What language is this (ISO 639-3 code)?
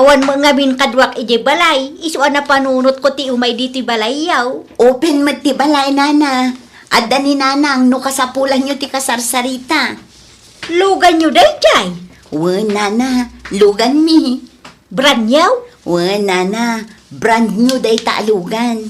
ilo